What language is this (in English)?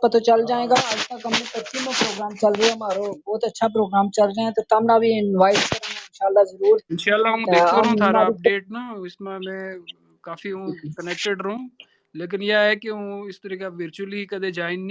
Gujari